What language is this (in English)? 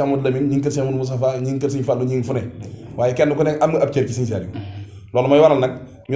Wolof